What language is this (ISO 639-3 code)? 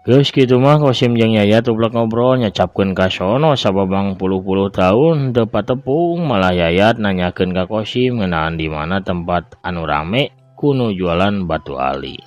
sun